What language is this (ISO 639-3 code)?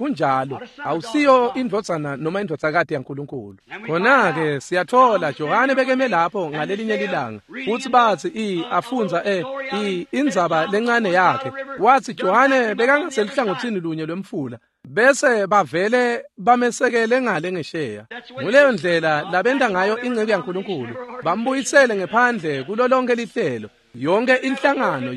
ssw